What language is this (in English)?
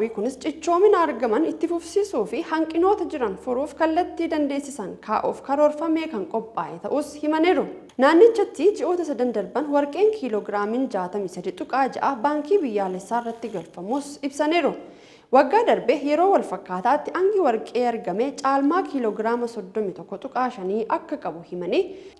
Oromo